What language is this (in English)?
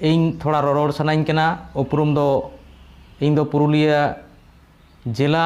Santali